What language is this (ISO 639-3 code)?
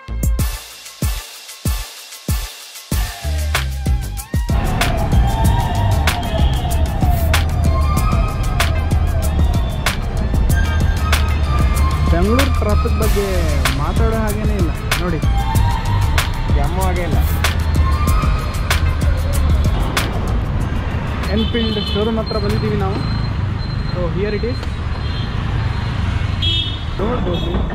kan